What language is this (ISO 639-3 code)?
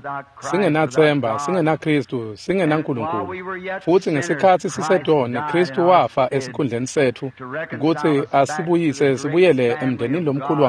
ssw